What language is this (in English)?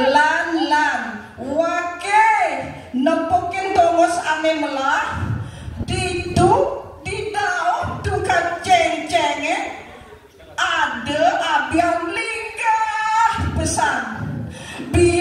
Balinese